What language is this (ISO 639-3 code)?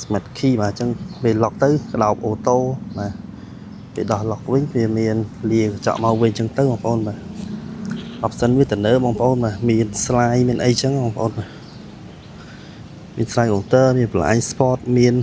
khm